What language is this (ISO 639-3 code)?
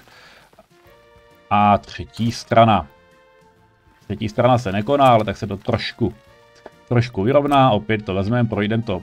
ces